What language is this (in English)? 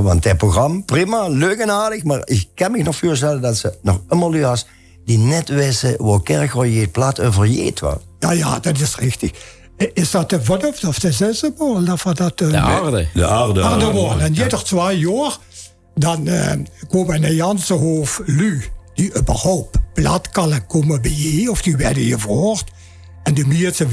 Limburgish